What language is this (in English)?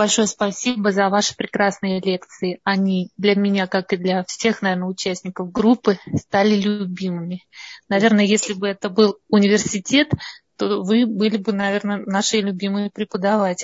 Russian